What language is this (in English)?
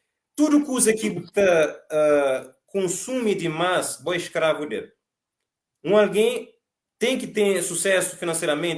Kabuverdianu